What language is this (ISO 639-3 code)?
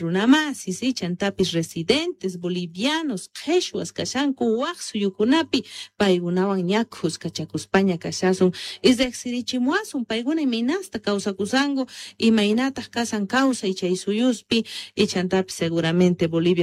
que